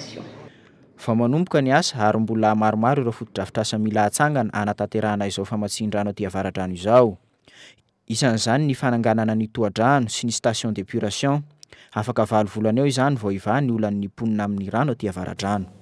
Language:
Malagasy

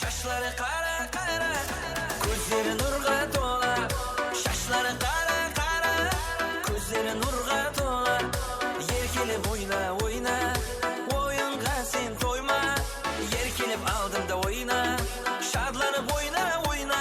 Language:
Kara-Kalpak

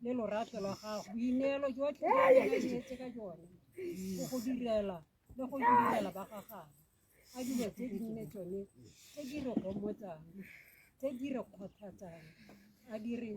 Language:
Tswana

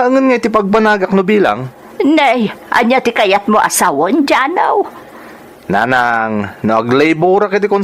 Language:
Iloko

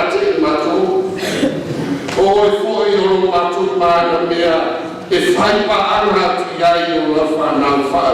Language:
Samoan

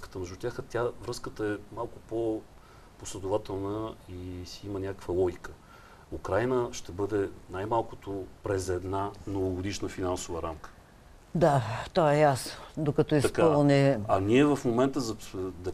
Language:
Bulgarian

